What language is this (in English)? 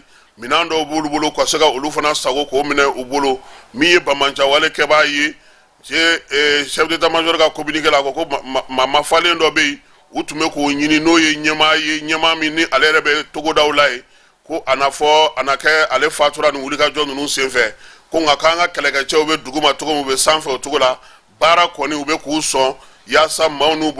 Bambara